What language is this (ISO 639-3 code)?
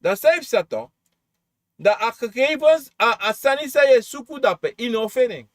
srn